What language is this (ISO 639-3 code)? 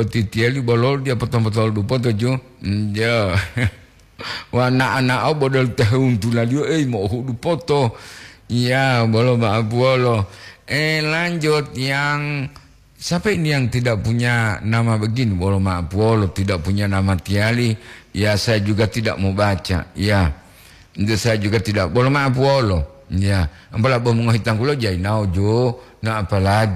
gor